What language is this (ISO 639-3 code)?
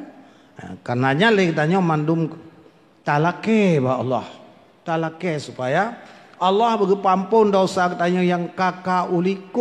ace